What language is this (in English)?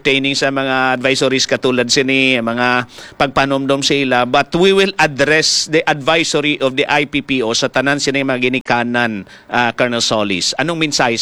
Hiligaynon